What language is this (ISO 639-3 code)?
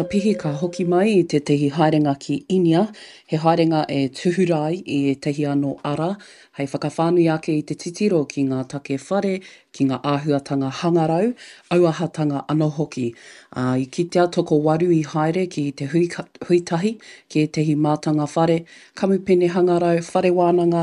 mri